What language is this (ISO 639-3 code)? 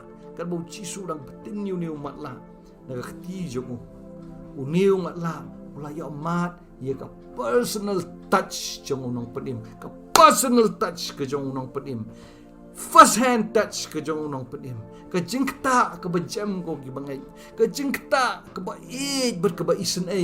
kha